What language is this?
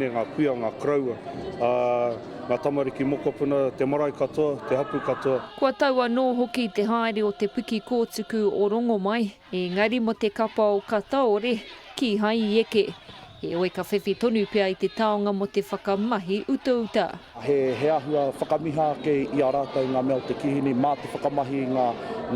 Māori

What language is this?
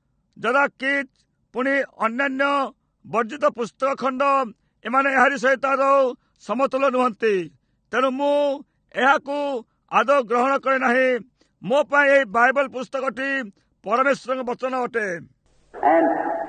Odia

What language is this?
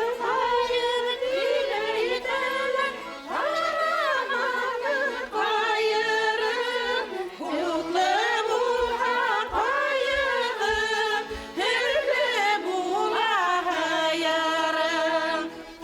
Bashkir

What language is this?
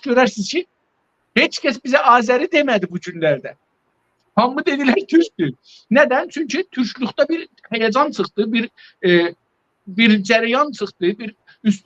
South Azerbaijani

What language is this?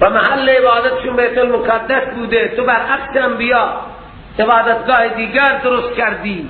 Persian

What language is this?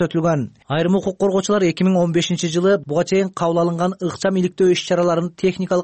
Kyrgyz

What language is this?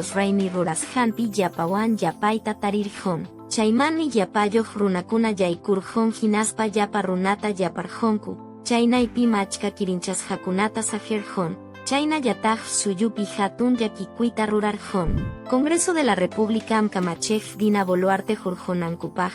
Quechua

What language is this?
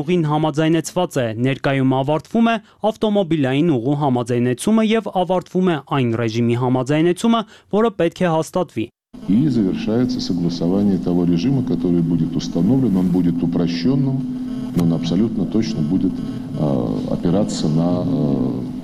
Armenian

